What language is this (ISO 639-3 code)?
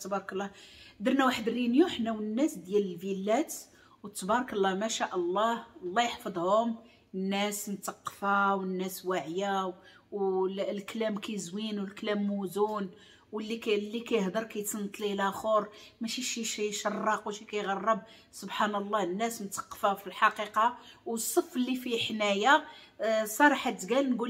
ary